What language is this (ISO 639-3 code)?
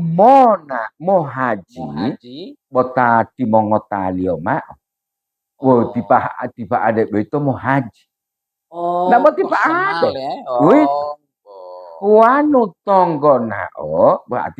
gor